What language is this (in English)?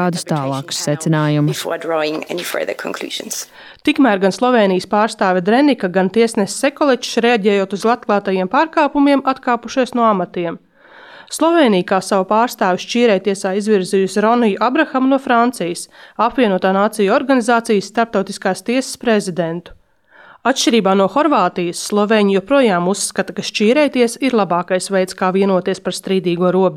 Latvian